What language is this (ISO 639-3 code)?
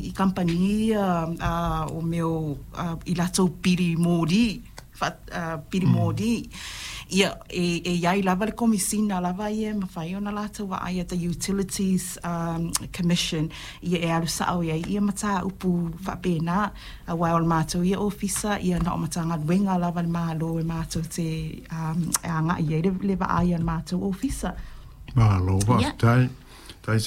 smo